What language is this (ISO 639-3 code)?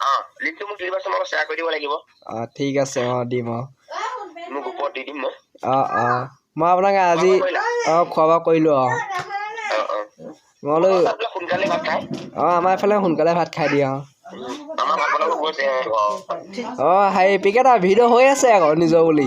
asm